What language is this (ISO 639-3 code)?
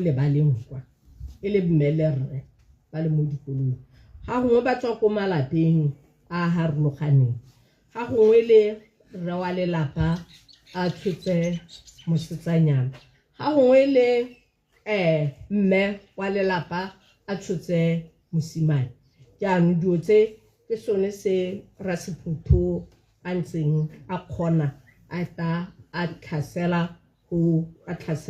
tsn